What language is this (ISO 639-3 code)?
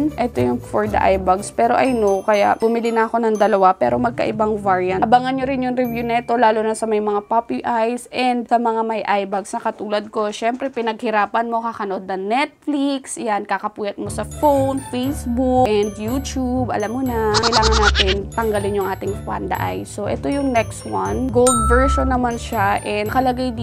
fil